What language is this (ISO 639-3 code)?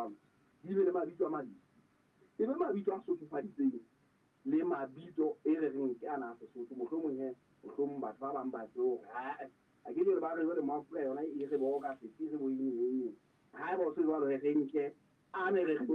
sot